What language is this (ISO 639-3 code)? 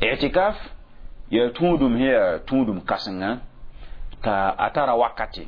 mos